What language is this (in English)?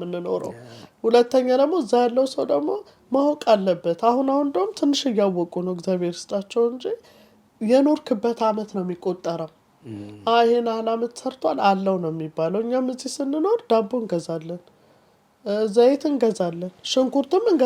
Amharic